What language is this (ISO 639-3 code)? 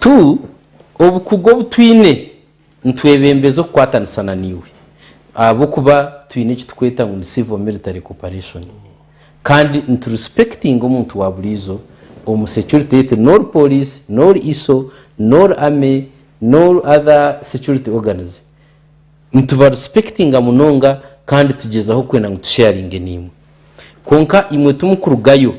nyn